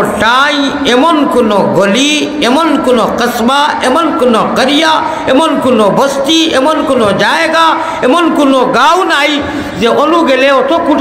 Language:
Sylheti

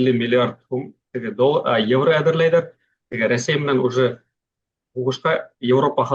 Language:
Bashkir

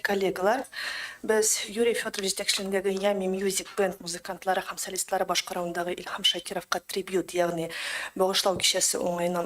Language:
Tatar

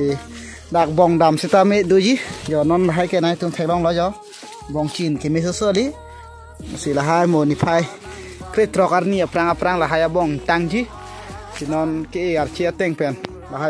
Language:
Karbi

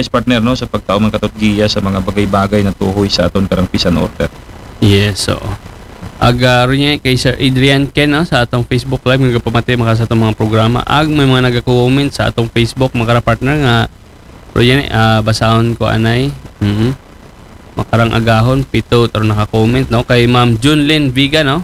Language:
Aklanon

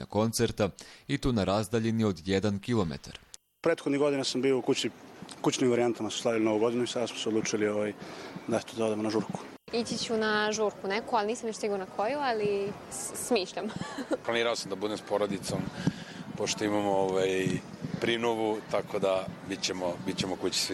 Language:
Bosnian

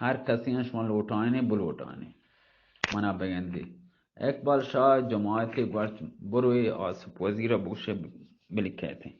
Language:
Baluchi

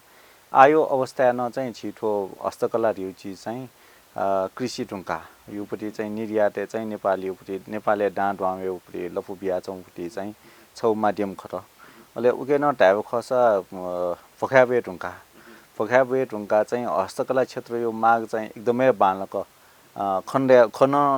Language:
Newari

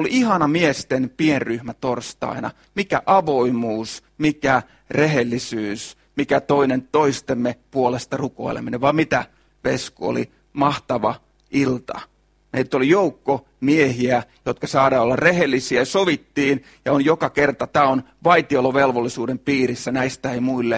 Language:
Finnish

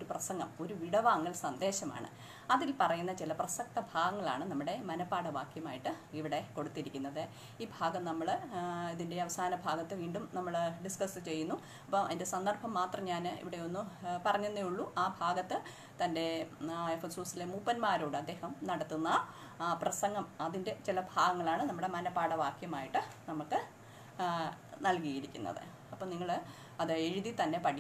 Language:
Malayalam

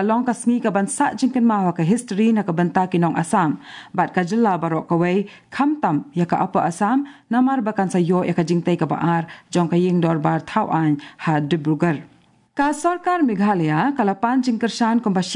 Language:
Khasi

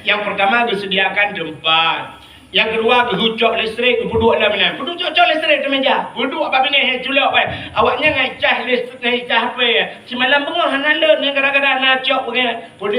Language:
Achinese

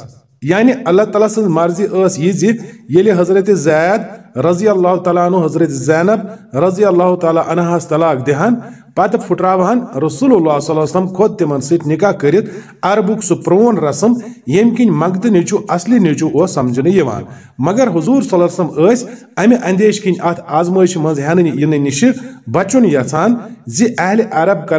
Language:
Kashmiri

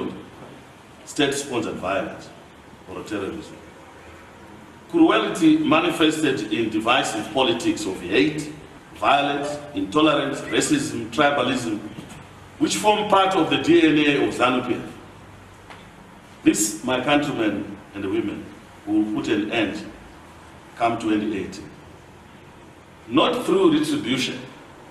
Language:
English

